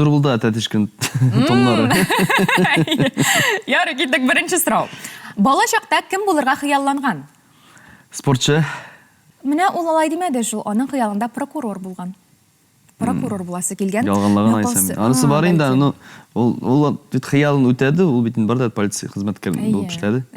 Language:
Tatar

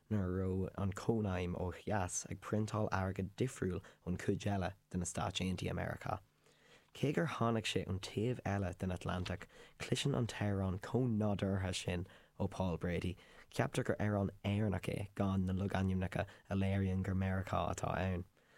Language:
Irish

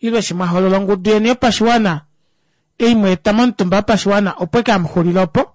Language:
Kuanyama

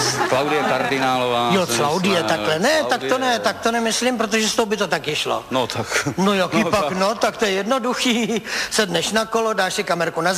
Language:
Czech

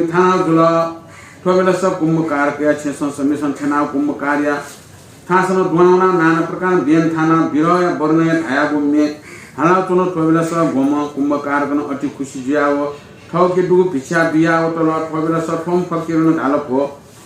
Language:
Newari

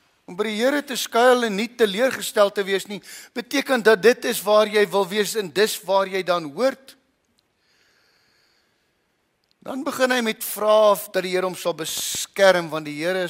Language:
Afrikaans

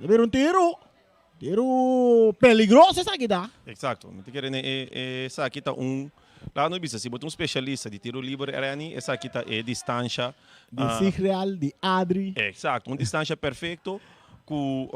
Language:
Papiamento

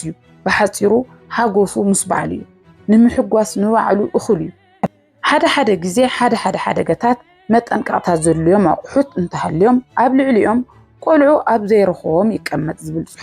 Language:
Tigrinya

